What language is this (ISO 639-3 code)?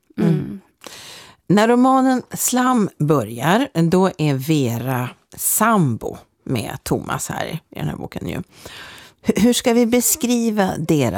swe